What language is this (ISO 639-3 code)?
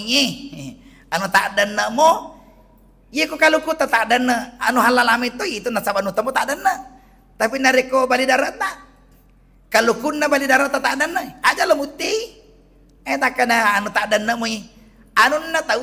bug